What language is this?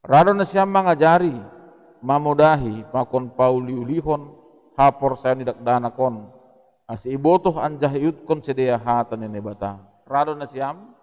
Batak Simalungun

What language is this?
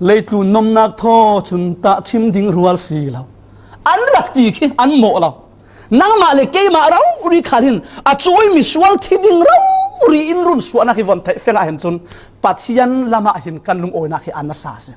Falam Chin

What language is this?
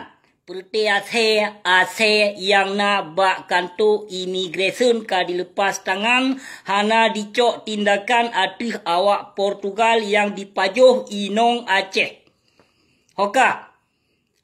Achinese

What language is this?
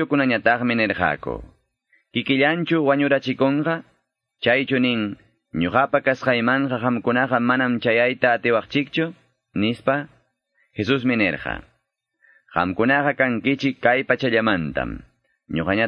Quechua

